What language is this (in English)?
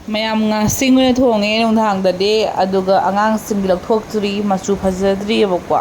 Manipuri